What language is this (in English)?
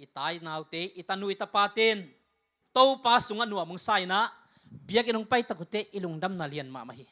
Tedim Chin